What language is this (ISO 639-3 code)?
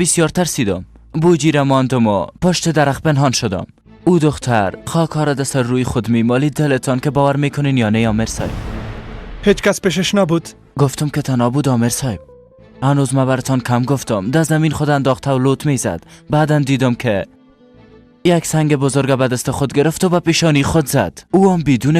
fas